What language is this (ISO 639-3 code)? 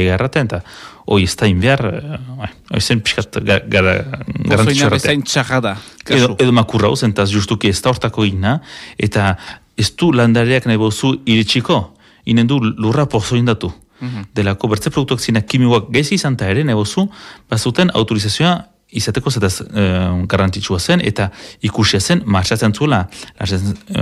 eus